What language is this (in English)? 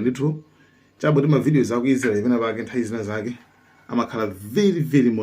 Nyanja